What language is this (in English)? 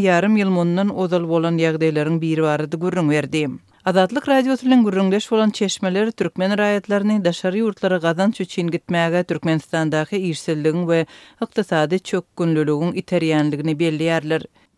Turkmen